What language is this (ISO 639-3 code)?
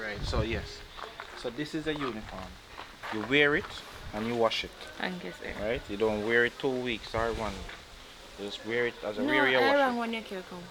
jam